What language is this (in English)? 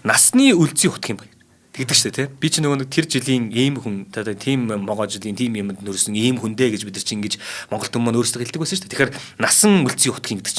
Mongolian